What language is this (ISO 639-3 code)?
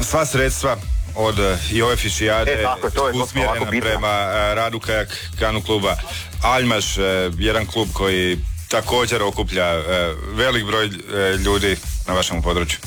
hrv